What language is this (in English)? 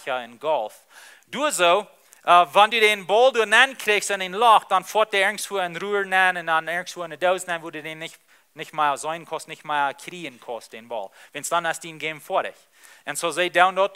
Plautdietsch